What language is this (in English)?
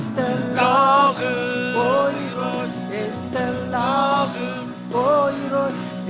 Marshallese